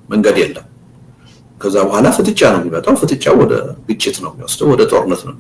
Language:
Amharic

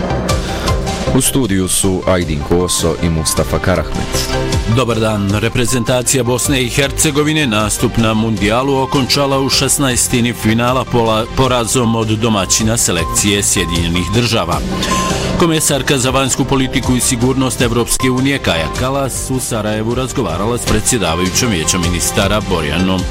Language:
Bosnian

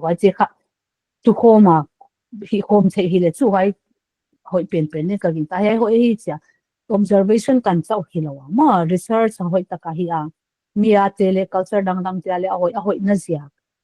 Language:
Paite Chin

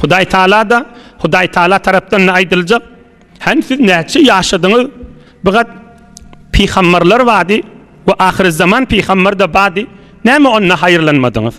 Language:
Turkmen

